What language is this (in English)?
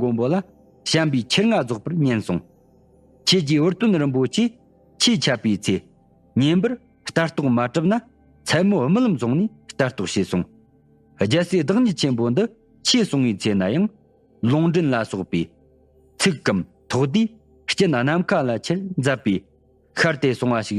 Tibetan